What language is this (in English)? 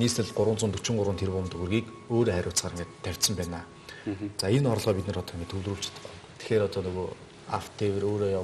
Mongolian